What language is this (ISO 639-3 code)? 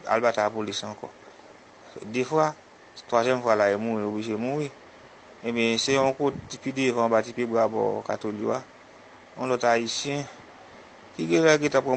hat